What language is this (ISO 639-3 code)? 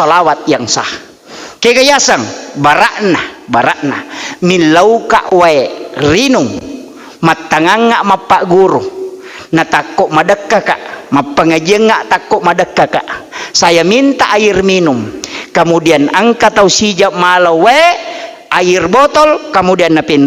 bug